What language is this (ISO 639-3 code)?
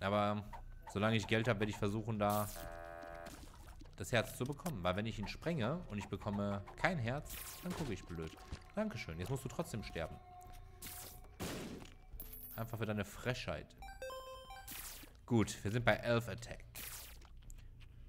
deu